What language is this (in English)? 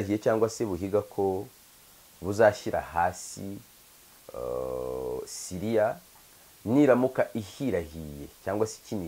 Kinyarwanda